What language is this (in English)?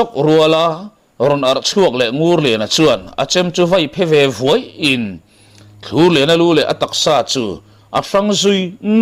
Mizo